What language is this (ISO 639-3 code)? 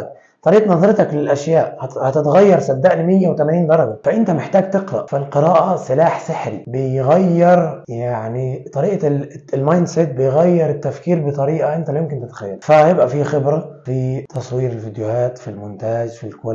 arz